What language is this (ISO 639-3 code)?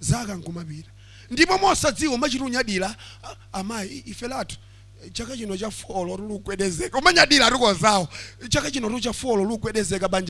nya